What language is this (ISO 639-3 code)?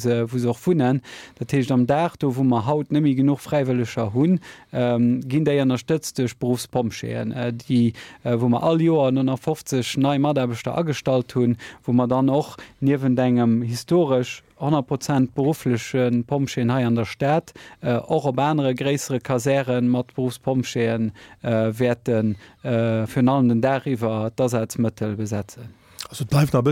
ltz